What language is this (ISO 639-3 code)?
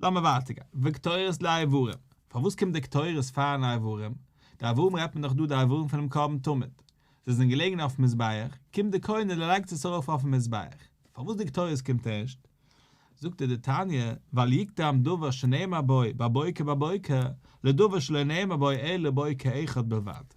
yid